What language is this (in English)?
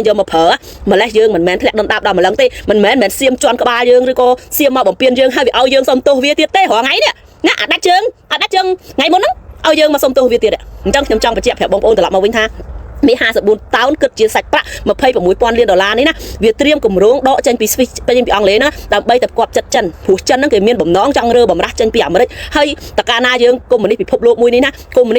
Khmer